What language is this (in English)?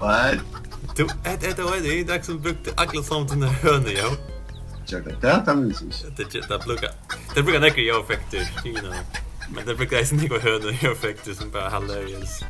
Faroese